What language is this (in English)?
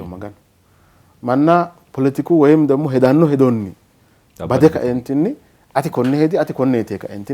Sidamo